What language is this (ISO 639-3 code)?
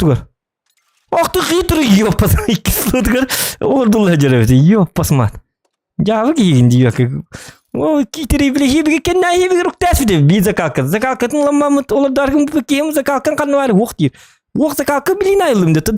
sah